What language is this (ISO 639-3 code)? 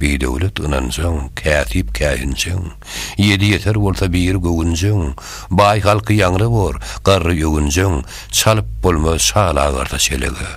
tuk